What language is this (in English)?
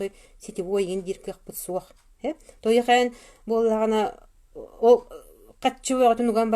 Yakut